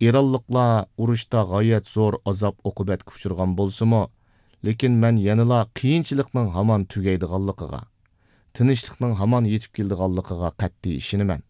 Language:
Uyghur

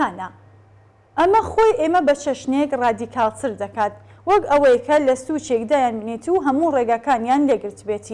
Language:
Central Kurdish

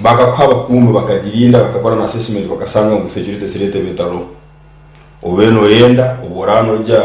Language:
Nyankole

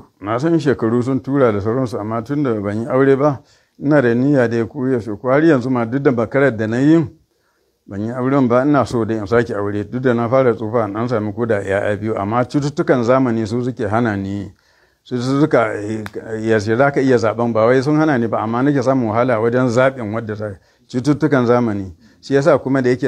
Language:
Hausa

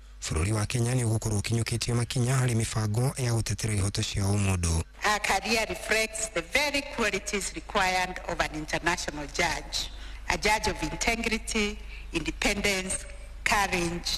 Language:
Kikuyu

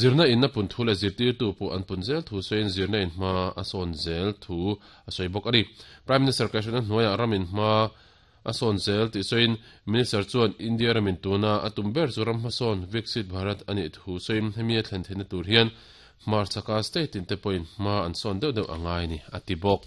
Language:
Mizo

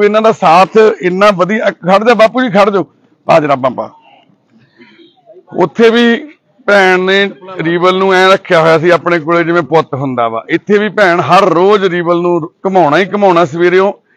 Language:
Punjabi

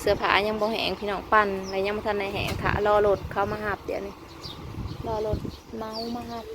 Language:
Northeastern Thai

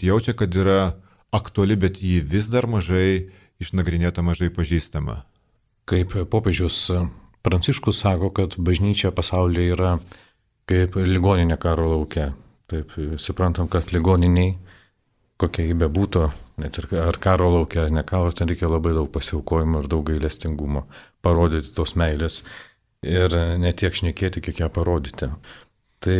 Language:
Lithuanian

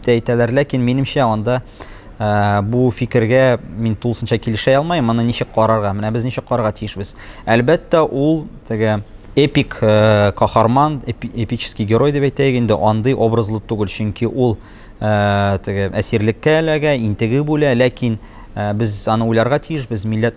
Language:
Tatar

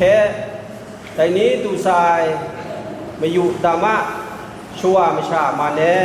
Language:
Kachin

